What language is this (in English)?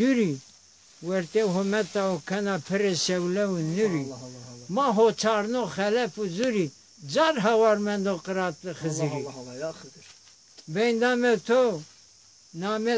Zaza